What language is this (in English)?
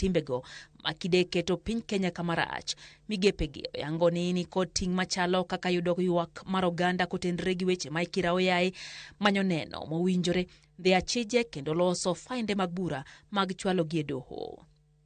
Luo (Kenya and Tanzania)